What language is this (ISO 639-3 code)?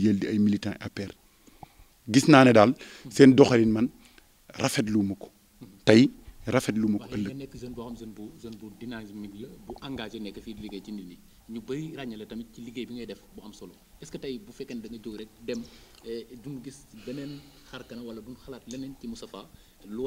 wol